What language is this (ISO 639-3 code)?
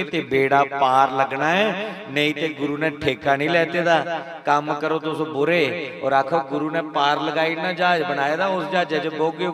doi